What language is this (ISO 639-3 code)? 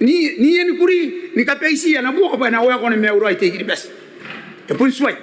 gil